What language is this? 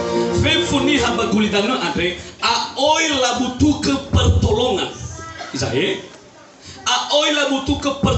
Nias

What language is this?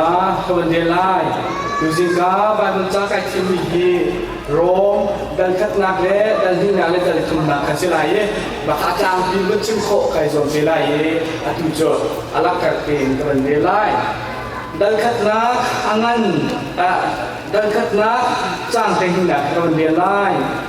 Hakha Chin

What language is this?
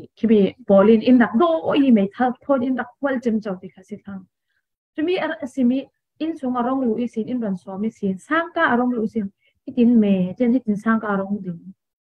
Falam Chin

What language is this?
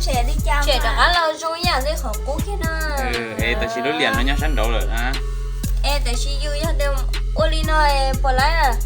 Hmong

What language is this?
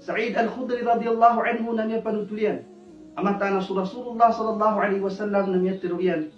Maranao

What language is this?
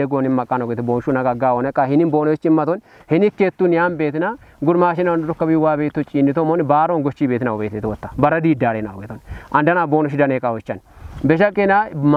Kafa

